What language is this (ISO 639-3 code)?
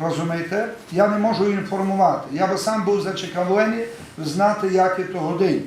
rue